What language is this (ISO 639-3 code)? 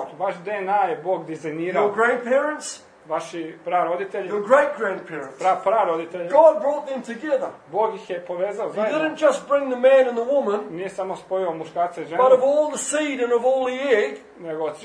hrv